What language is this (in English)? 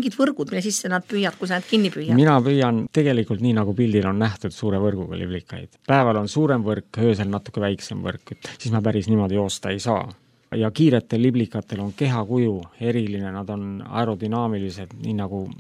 Estonian